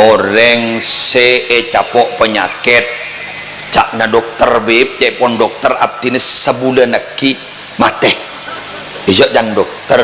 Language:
Madurese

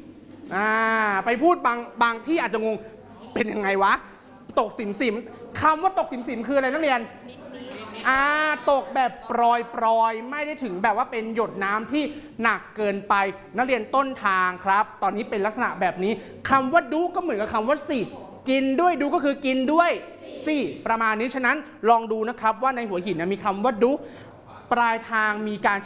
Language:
Thai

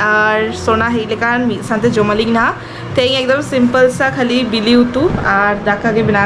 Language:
Santali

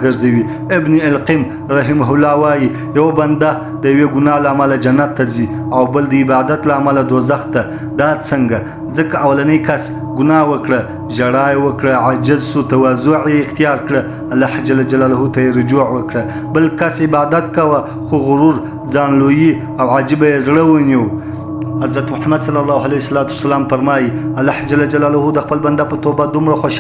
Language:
Pashto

